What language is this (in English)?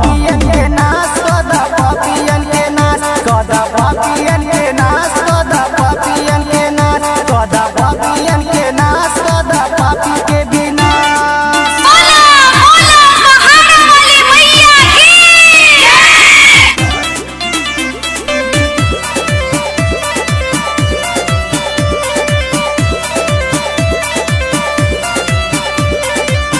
Bhojpuri